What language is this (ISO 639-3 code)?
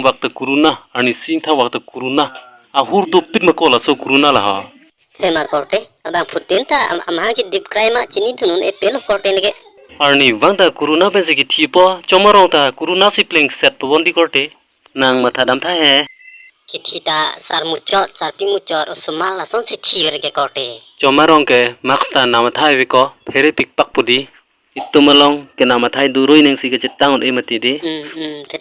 mjw